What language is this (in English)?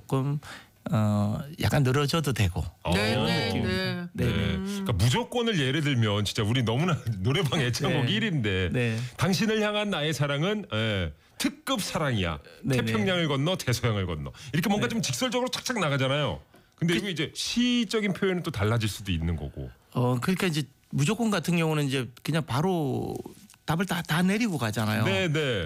Korean